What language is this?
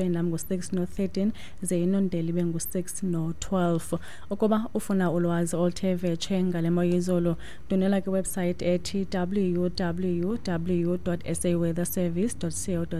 Xhosa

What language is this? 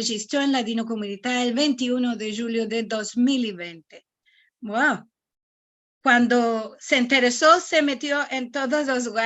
Ladino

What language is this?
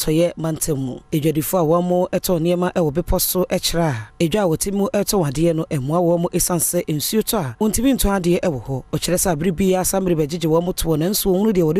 Akan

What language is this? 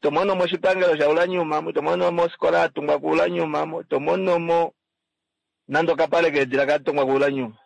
Kuanyama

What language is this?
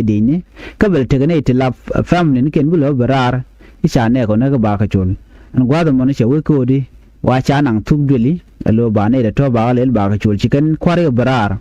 Nuer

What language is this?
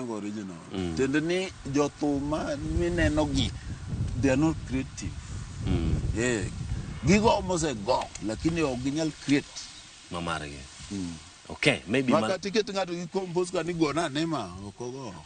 Luo (Kenya and Tanzania)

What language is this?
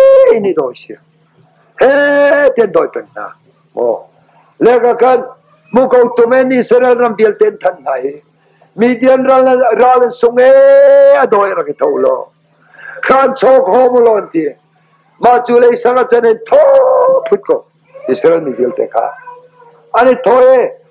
Hakha Chin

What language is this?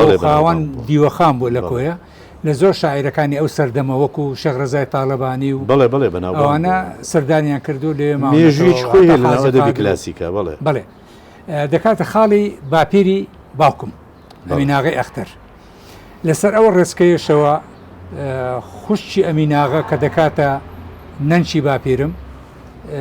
Central Kurdish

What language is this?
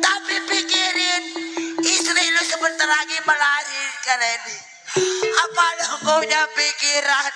Betawi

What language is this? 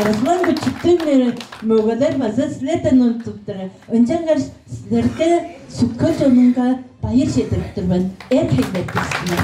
Tuvinian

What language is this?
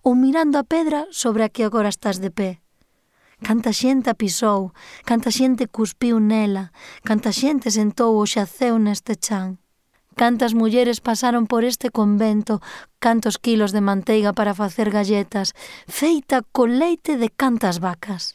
Galician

